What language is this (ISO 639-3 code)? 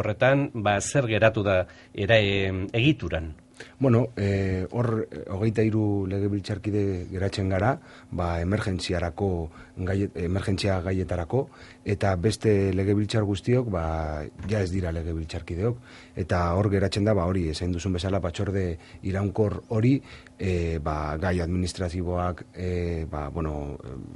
eus